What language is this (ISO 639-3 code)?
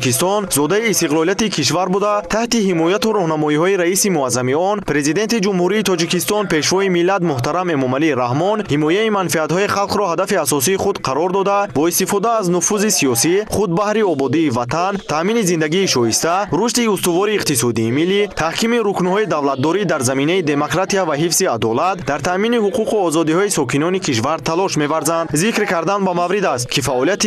tgk